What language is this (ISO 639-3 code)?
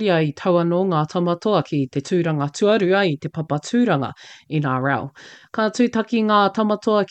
mri